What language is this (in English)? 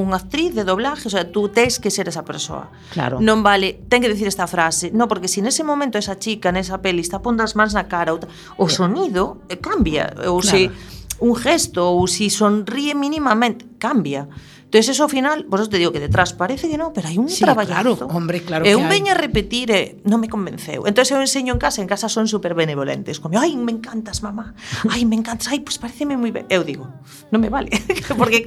Galician